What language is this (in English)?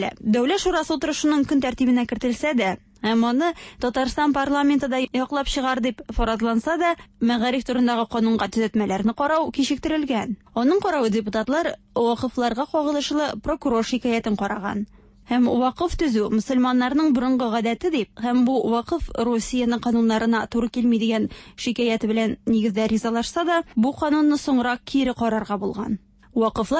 Tatar